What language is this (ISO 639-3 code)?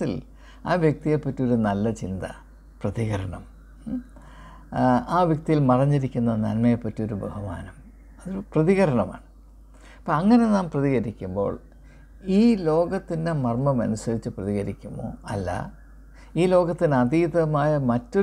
mal